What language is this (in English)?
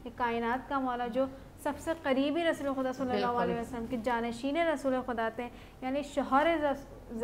Urdu